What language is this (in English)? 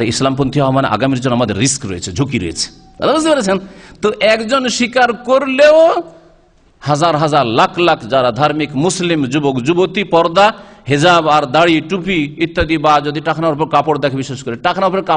Bangla